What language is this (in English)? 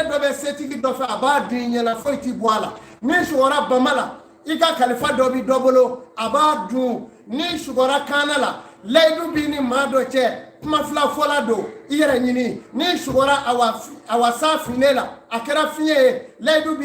Bambara